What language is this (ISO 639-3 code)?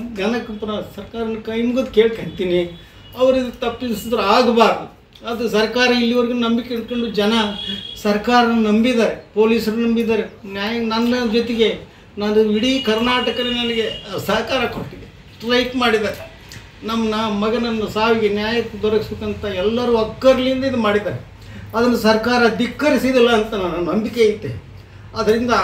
kan